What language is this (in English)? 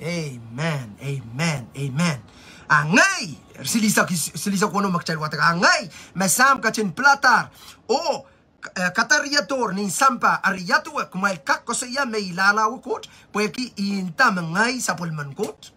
Pohnpeian